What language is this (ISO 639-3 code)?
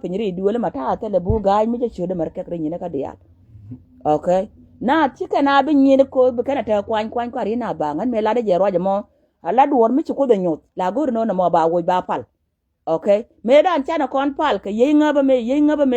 nus